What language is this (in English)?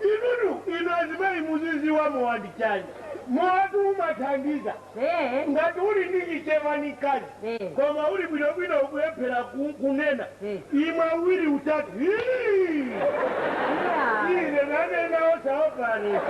Nyanja